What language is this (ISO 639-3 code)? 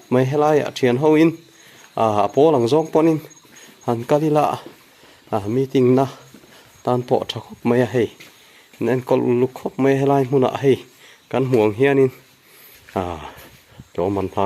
lus